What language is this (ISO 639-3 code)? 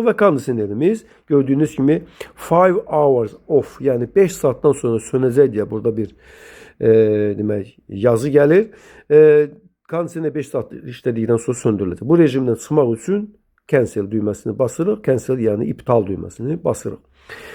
aze